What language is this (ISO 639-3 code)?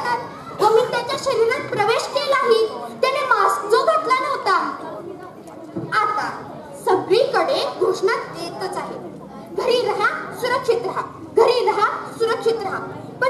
mar